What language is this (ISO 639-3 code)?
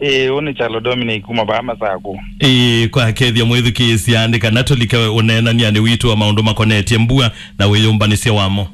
kam